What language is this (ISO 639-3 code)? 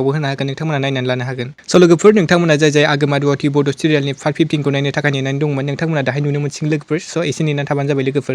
brx